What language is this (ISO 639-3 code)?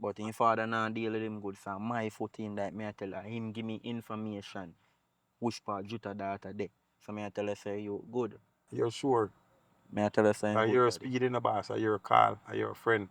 jam